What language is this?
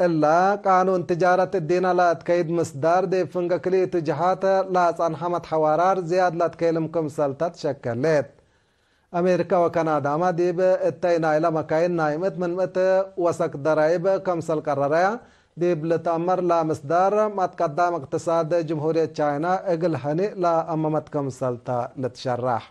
Tigre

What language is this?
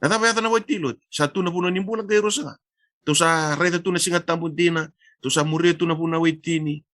Fijian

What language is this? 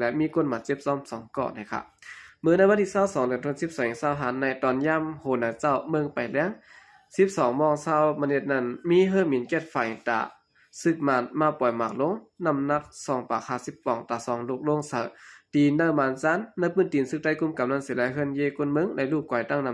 Shan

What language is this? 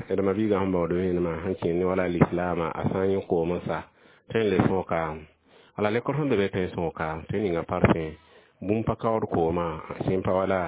Mossi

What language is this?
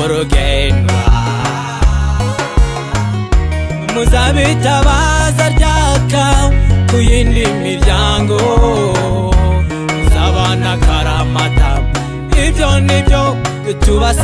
Kinyarwanda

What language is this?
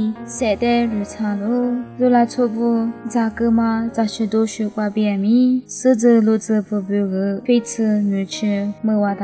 Lisu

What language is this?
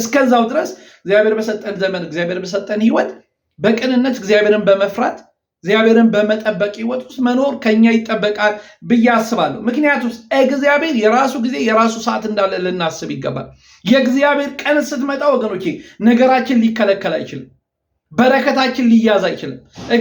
Amharic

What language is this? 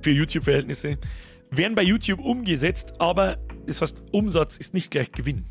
Bavarian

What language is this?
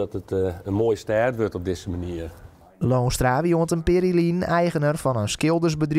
Western Frisian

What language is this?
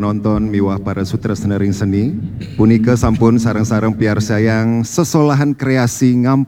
Balinese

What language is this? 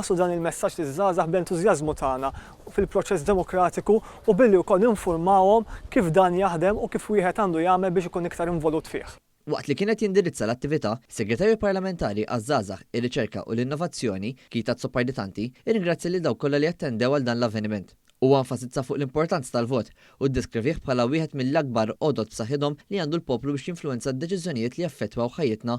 Maltese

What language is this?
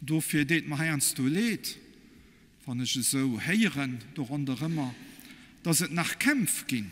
Luxembourgish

